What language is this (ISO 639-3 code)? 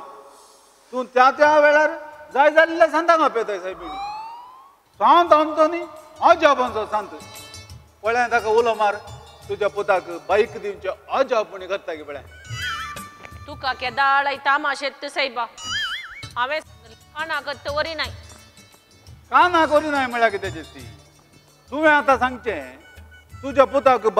kok